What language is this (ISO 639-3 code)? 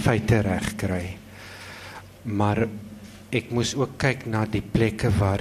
afr